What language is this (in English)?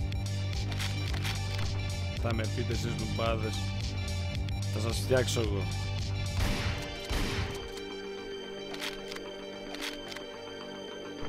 Greek